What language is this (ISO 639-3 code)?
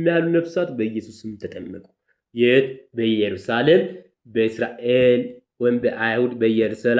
amh